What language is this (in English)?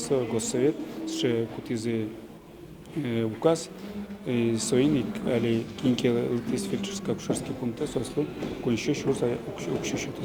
Udmurt